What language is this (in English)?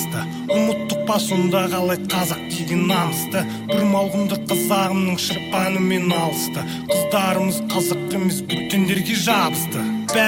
Kazakh